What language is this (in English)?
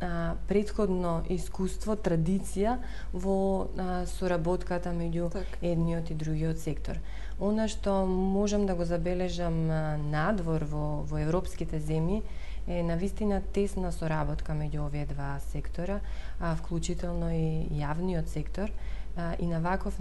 Macedonian